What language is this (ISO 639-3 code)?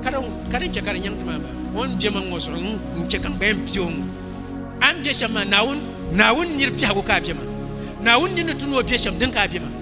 dag